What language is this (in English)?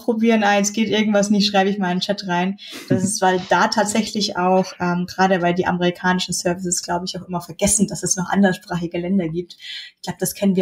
German